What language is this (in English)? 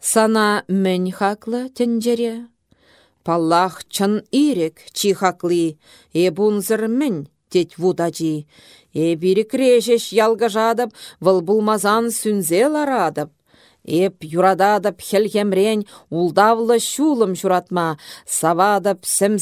Chuvash